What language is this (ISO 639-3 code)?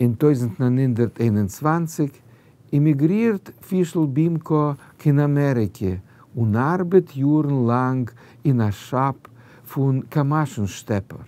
yid